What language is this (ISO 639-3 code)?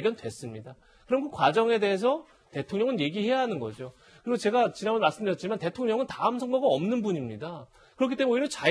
kor